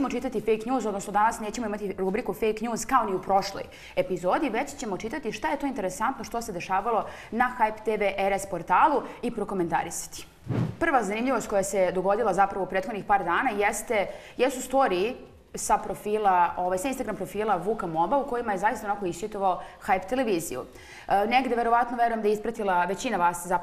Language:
Serbian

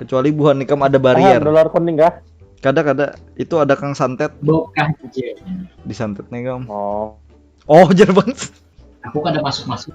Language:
Banjar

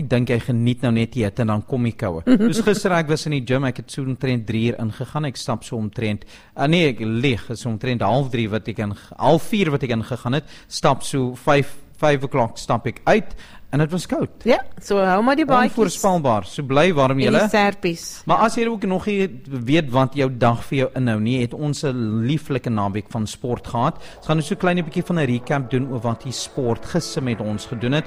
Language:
Afrikaans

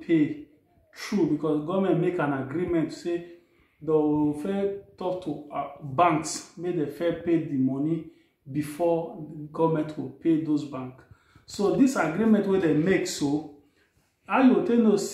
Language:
Nigerian Pidgin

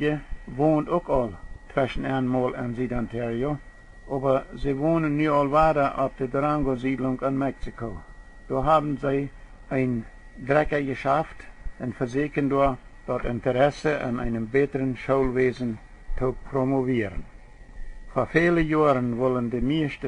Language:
Plautdietsch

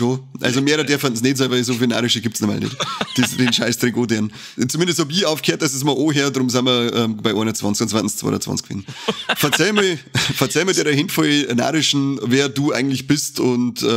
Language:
Bavarian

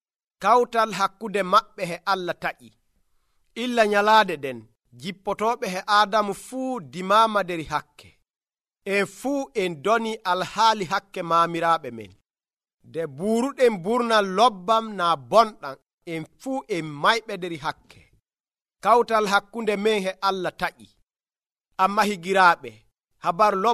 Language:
Nigerian Fulfulde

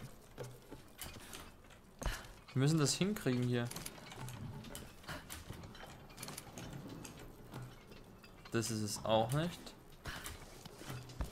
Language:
German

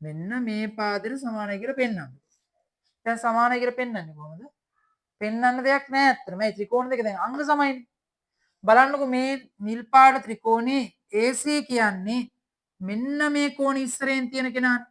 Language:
Sinhala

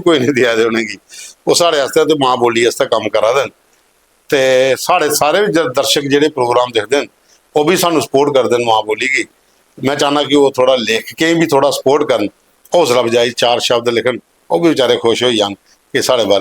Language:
Dogri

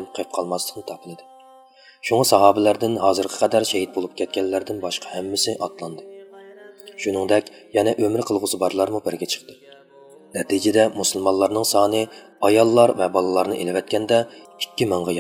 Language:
Uyghur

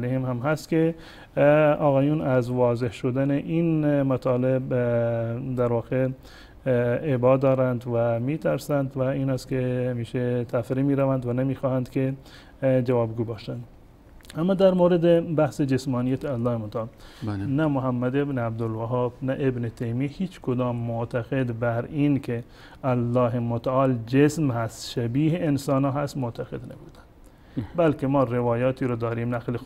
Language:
Persian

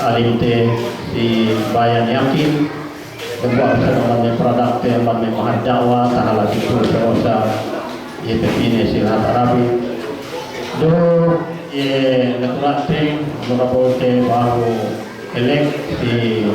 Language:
Yakan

